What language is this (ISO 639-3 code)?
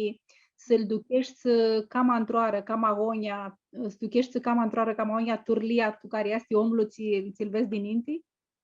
rup